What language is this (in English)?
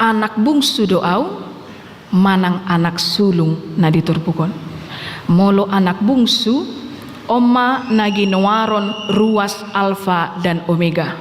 Batak Toba